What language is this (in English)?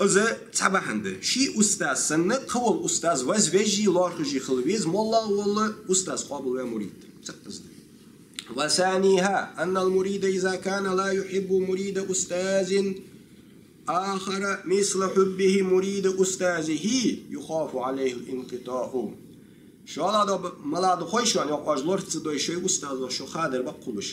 Ingush